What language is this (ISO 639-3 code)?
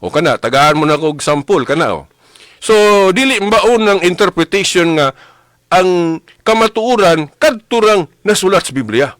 ceb